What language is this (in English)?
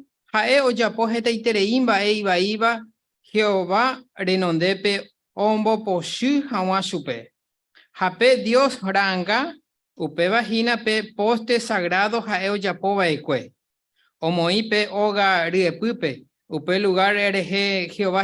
Guarani